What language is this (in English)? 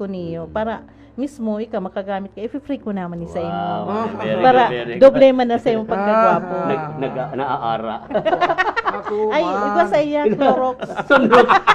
Bikol